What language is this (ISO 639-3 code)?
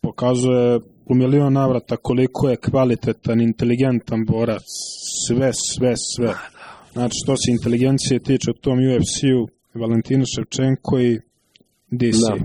srp